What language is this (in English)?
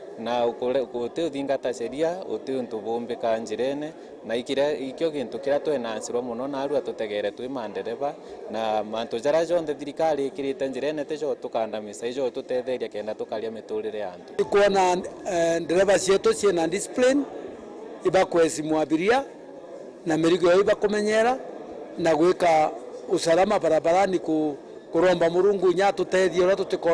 Meru